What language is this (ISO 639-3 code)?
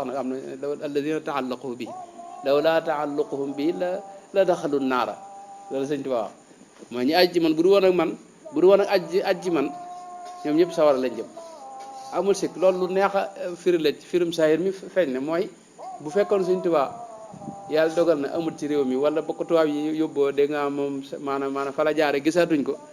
wol